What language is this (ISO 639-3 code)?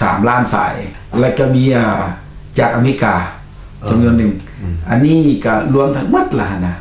lao